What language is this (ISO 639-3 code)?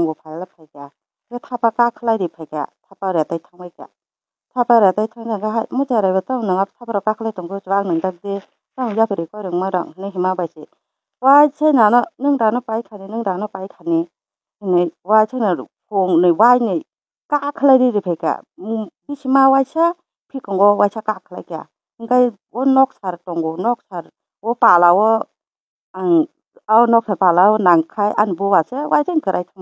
trp